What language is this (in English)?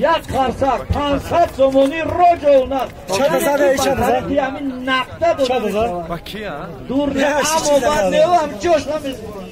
Tajik